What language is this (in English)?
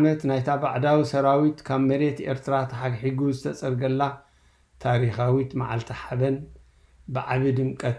Tigrinya